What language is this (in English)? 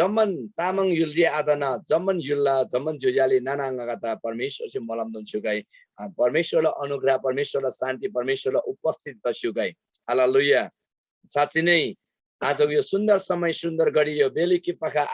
Eastern Tamang